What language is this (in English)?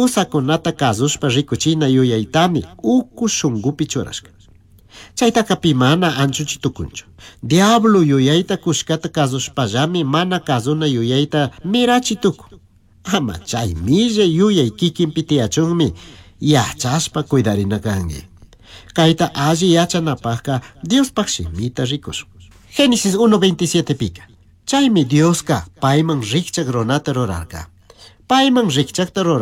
Chimborazo Highland Quichua